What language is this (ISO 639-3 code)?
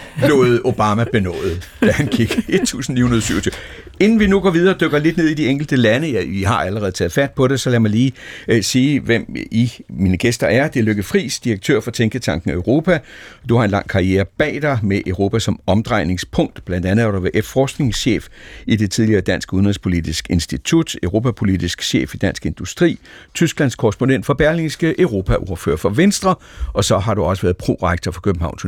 dan